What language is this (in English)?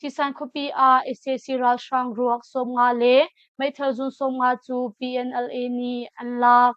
Hakha Chin